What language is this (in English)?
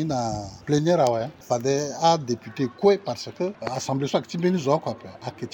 Sango